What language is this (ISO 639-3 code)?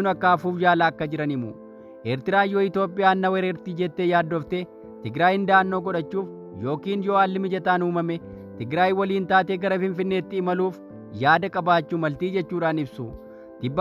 orm